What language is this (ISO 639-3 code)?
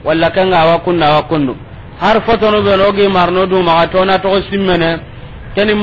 snk